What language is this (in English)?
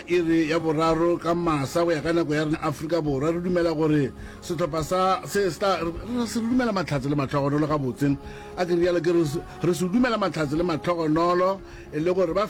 Northern Sotho